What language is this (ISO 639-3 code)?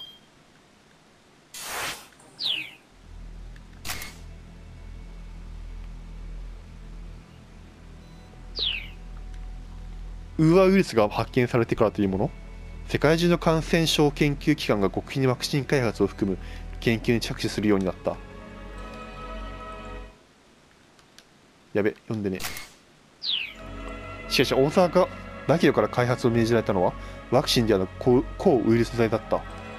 jpn